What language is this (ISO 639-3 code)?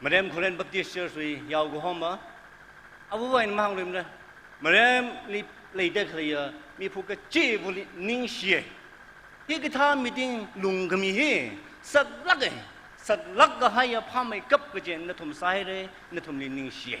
nmf